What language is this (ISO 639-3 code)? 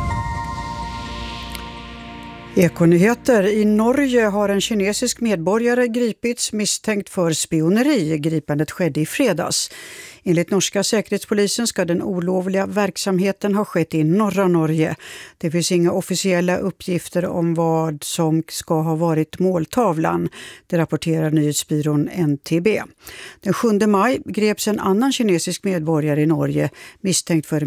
swe